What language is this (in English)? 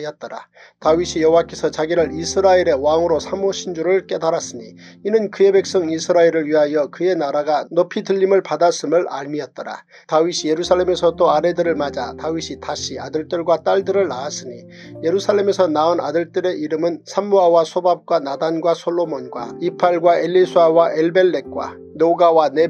Korean